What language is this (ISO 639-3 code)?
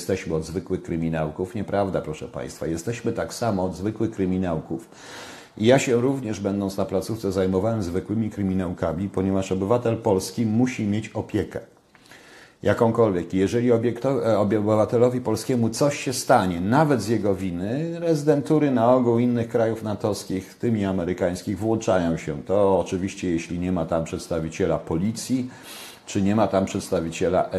pol